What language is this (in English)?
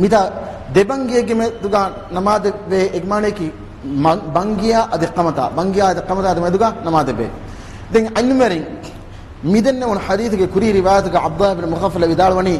Divehi